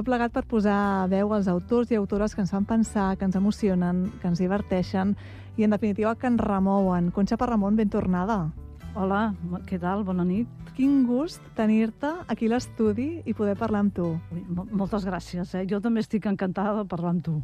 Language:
Catalan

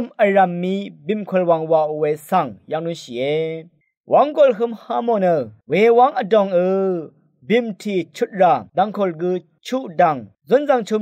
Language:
Rawang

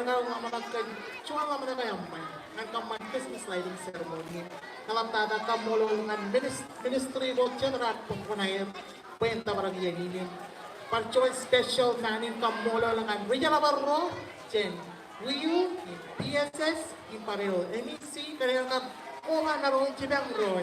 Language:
Marshallese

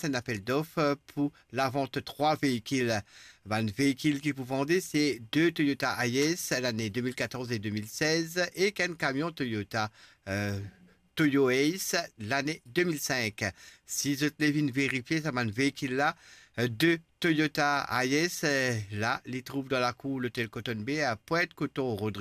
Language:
Morisyen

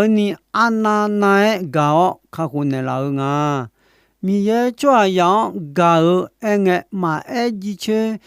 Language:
Akha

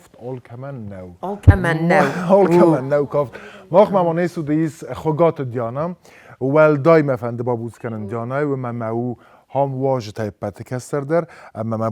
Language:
Ossetic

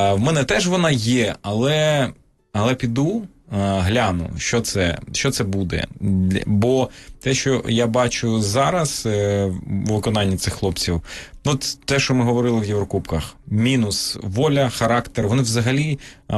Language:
Ukrainian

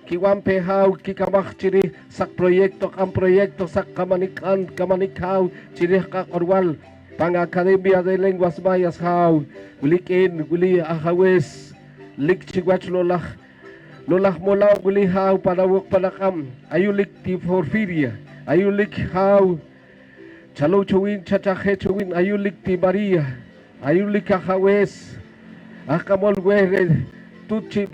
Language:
Poqomchi'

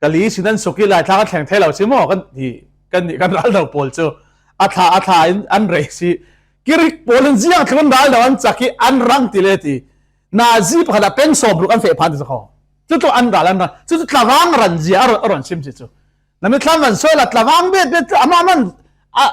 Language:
Falam Chin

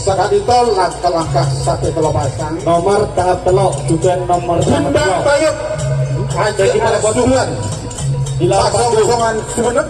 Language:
Madurese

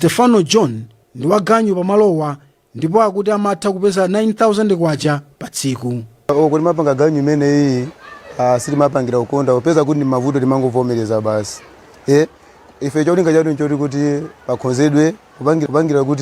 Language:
Nyanja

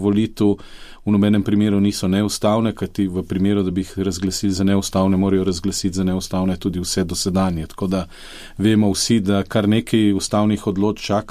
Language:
Slovenian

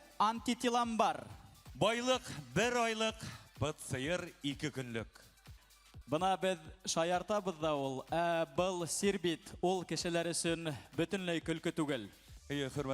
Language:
Bashkir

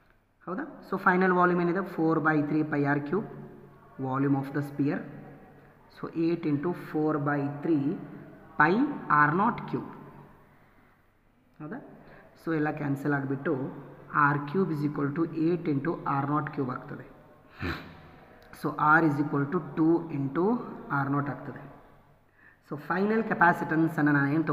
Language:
Kannada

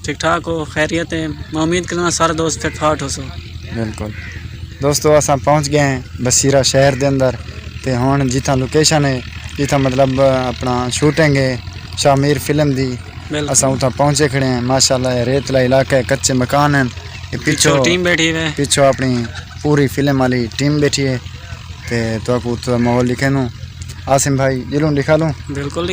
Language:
Saraiki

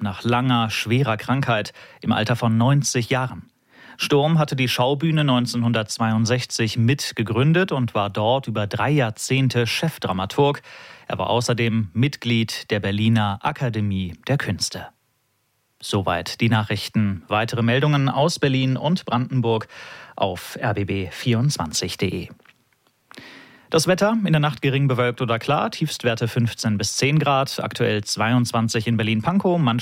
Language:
German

